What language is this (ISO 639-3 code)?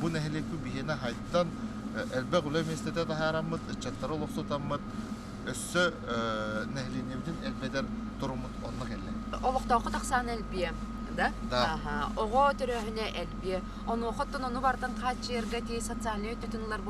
sah